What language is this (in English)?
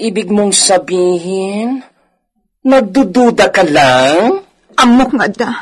Iloko